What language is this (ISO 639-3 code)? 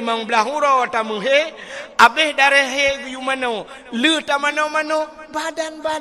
ace